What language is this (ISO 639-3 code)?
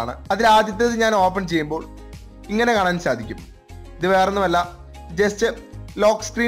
mal